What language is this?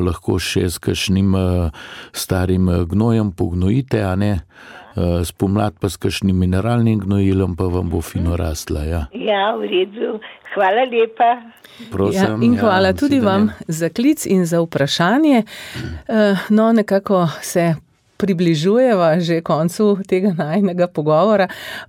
Slovenian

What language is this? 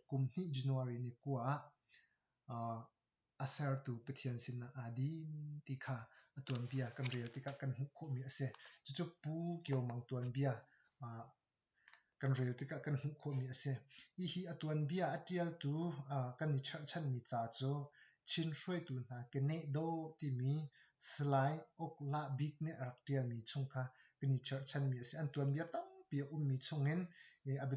Hakha Chin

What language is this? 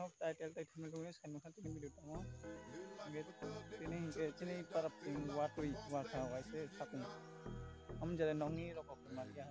Kok Borok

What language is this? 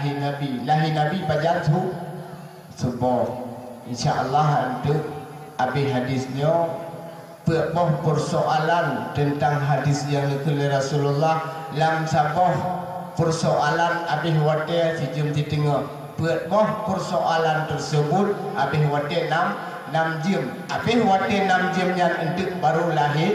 Achinese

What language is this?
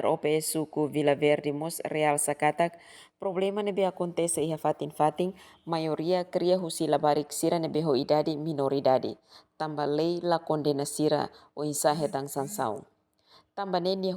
Tetum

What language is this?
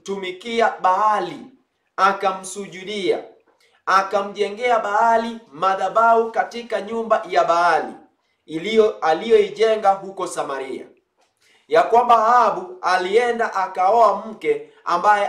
Swahili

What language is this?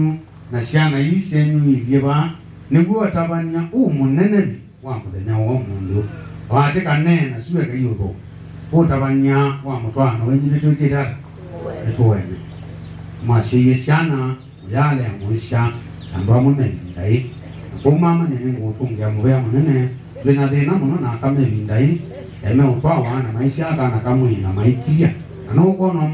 Kamba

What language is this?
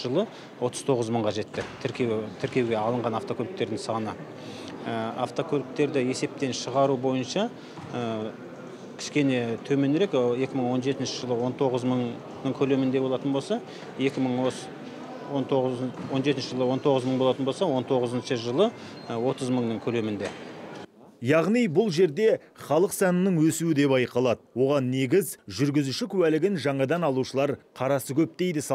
Kazakh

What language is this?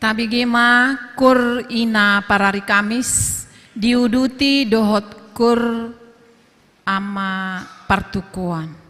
Batak Toba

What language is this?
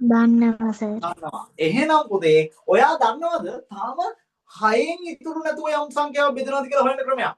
Sinhala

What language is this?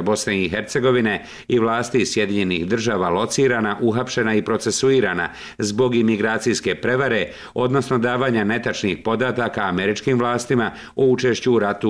Bosnian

